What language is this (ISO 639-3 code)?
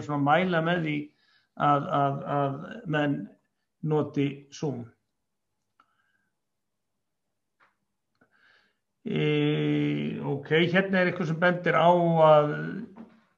isl